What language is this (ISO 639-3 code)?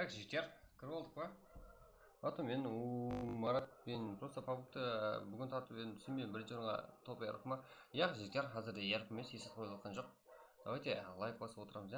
kaa